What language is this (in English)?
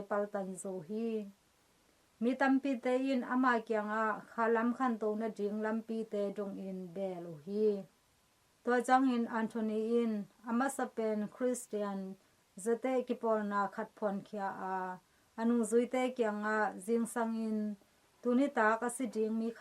Tedim Chin